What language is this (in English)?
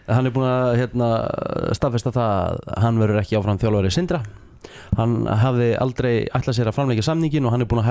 Icelandic